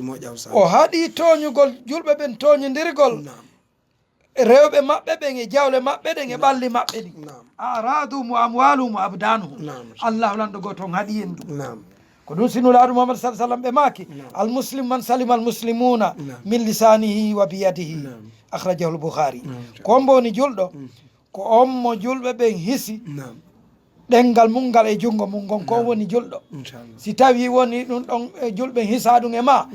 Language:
Fula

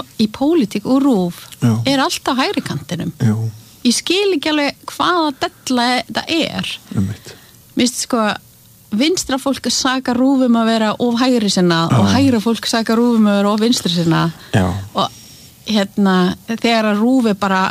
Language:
Icelandic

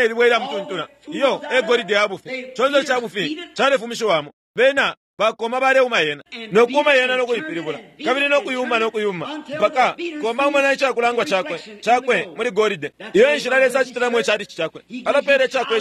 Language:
Bemba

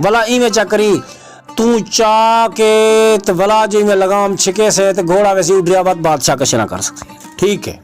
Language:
Saraiki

